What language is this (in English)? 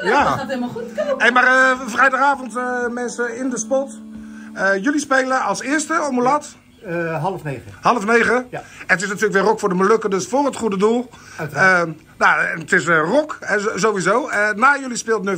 Dutch